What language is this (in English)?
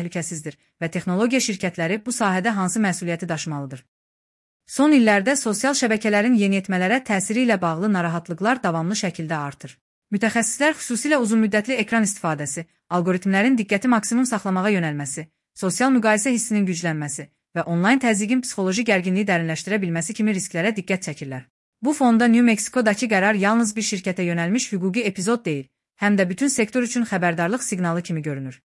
Azerbaijani